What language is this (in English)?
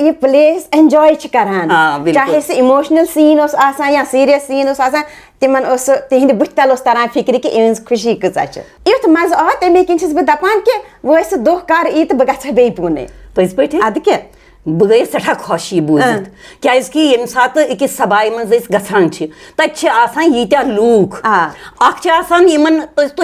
Kashmiri